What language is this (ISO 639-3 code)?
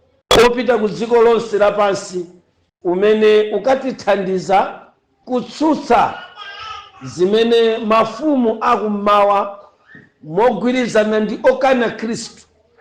nya